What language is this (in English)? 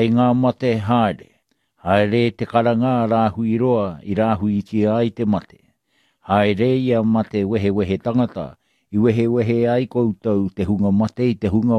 Māori